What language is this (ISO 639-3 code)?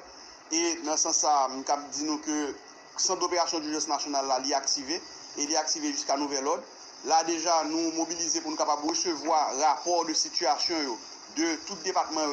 hat